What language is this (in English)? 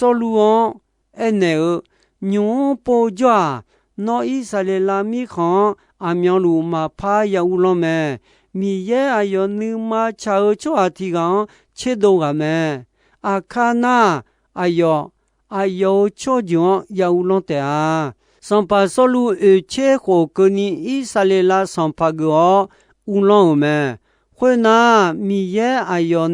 Akha